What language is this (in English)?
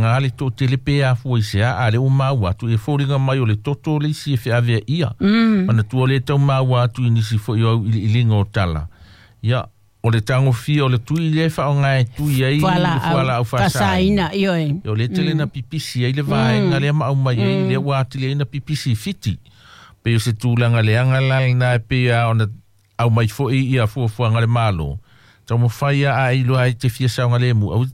Samoan